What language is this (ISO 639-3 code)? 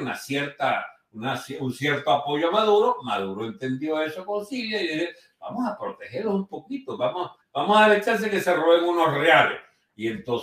spa